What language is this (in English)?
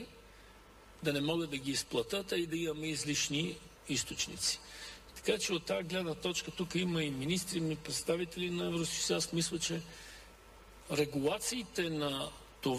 Bulgarian